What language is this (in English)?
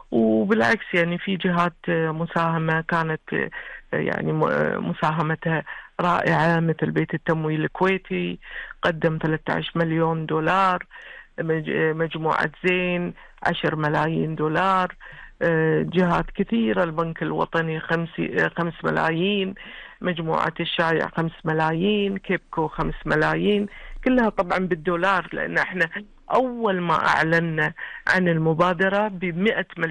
Gulf Arabic